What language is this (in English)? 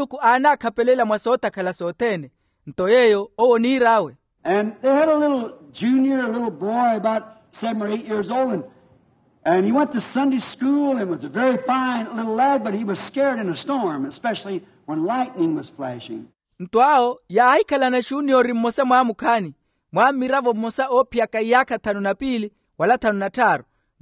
Makhuwa